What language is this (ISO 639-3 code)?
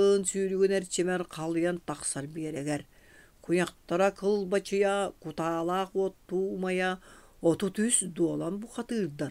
sah